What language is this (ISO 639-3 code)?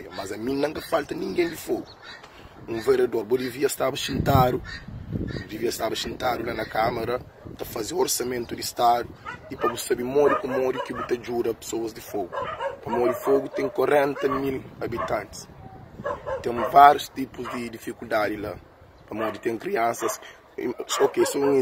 kea